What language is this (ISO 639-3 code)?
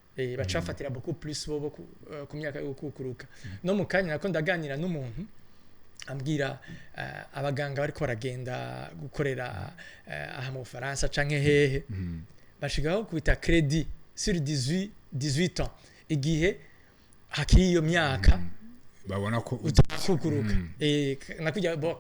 run